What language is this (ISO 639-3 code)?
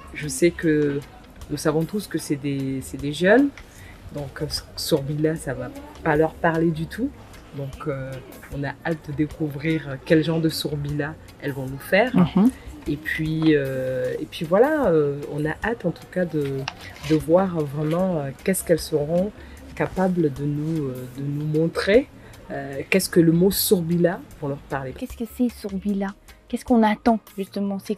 fra